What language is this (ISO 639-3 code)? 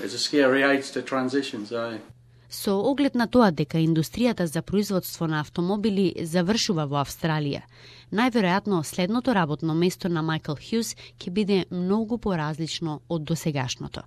mkd